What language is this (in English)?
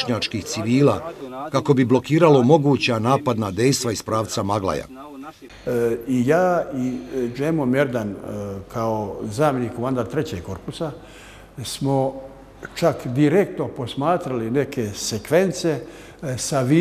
Bosnian